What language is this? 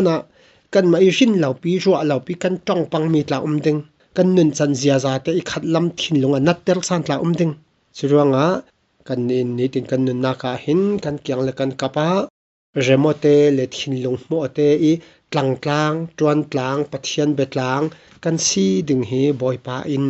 Falam Chin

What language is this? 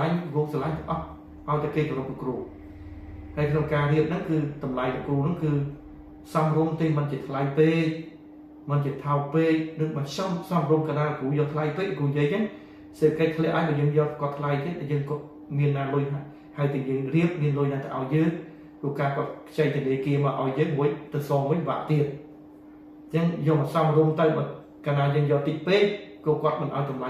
Khmer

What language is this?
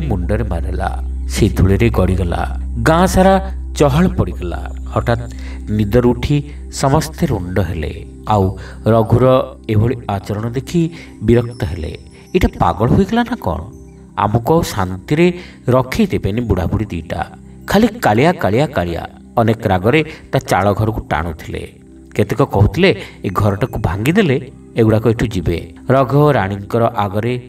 Odia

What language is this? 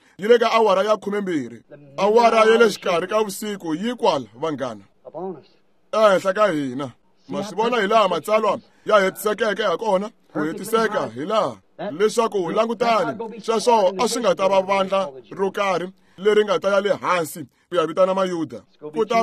Tsonga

